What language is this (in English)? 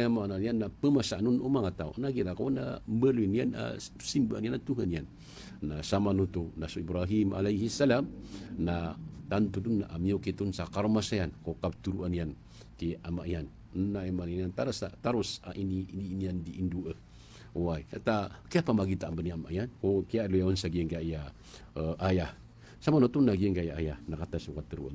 Maranao